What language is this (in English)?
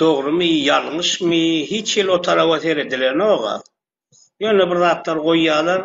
Turkmen